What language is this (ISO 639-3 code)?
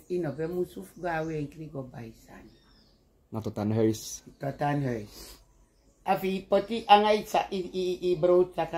srn